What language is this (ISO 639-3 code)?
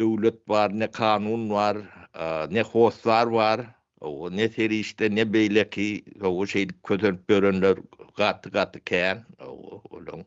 tuk